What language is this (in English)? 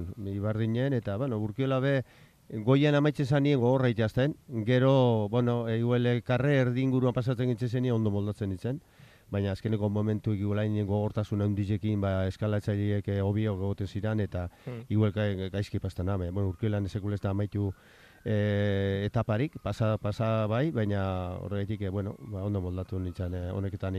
Basque